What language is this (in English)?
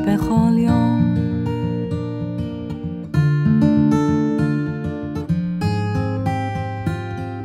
Hebrew